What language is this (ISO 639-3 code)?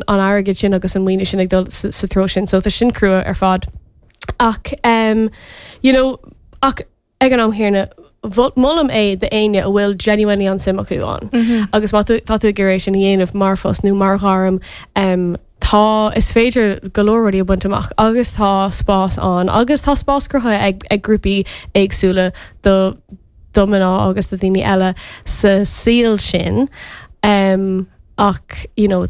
gle